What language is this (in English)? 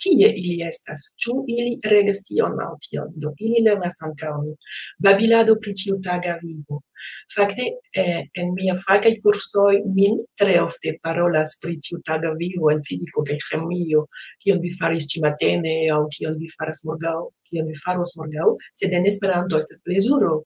Esperanto